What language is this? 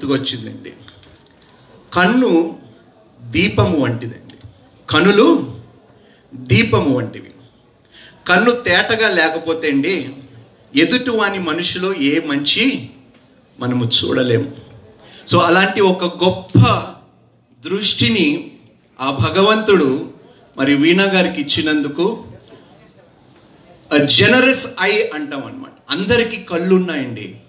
Telugu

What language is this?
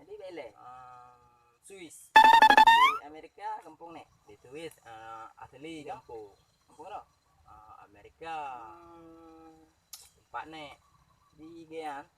Achinese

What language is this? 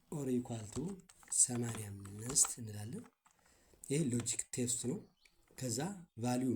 Amharic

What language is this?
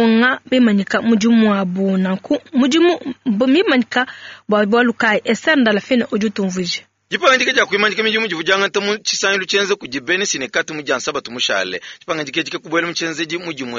Luba-Lulua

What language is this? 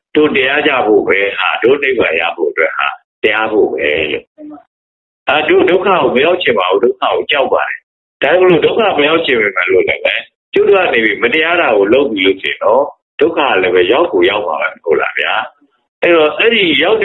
Burmese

